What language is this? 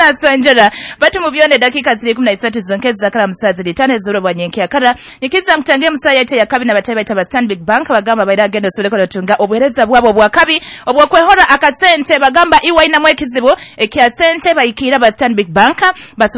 Nyoro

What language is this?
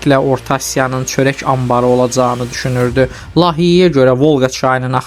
Azerbaijani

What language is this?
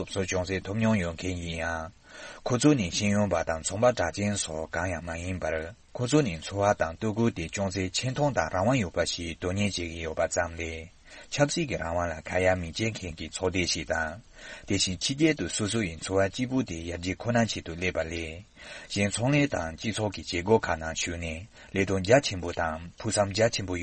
Tibetan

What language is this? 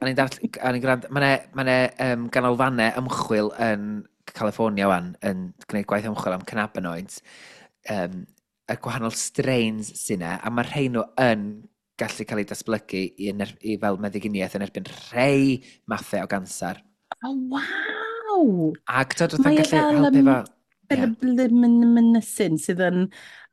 Welsh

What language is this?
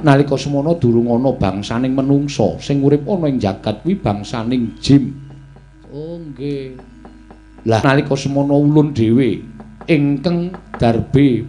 Javanese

